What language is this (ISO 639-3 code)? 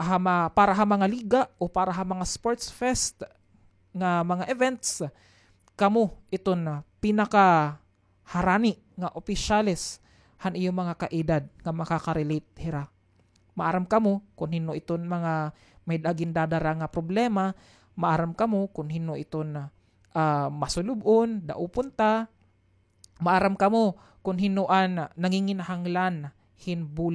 war